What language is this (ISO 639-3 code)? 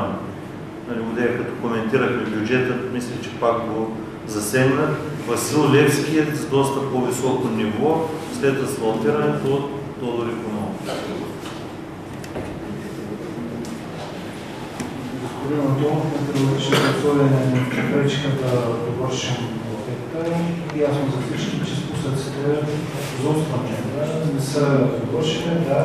bul